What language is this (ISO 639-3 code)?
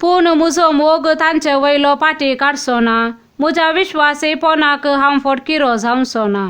kok